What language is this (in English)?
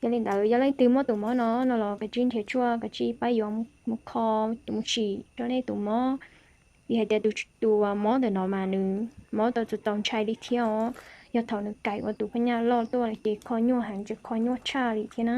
Hmong